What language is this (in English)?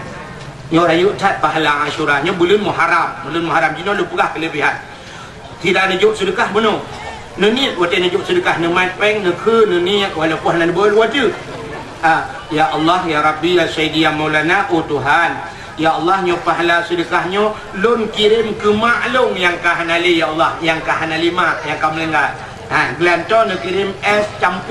Achinese